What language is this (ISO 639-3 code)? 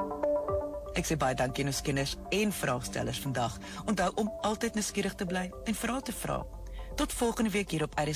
afr